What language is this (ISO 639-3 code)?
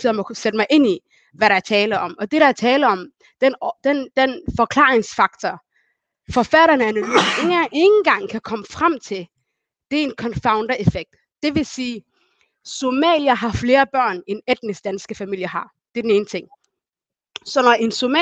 dan